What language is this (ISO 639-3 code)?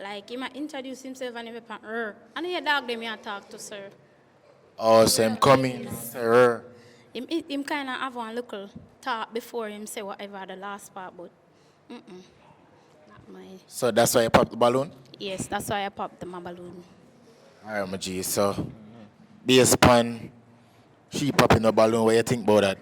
jam